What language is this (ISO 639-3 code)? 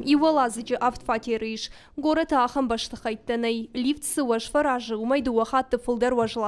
oss